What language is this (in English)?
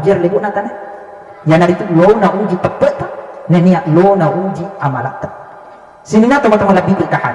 Buginese